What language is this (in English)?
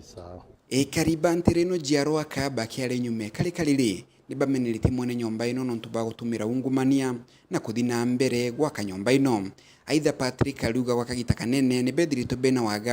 Meru